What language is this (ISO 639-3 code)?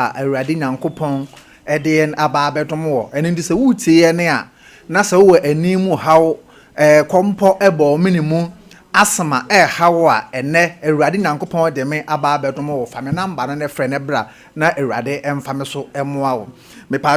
aka